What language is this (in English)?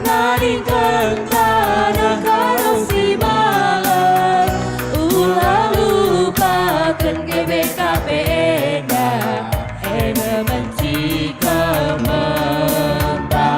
Batak Karo